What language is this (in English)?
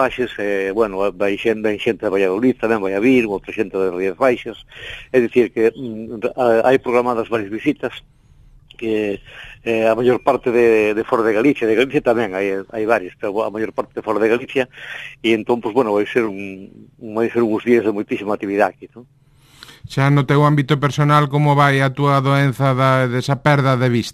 Galician